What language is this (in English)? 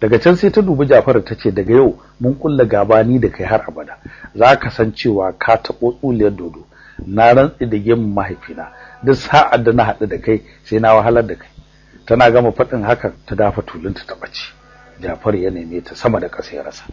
Hausa